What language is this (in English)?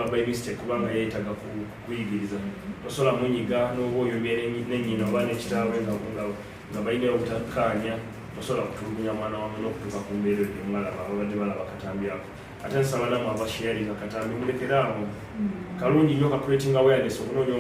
Ganda